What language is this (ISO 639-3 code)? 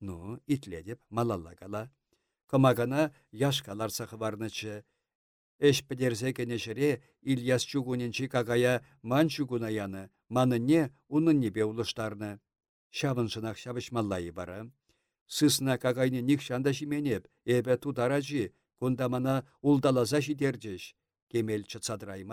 chv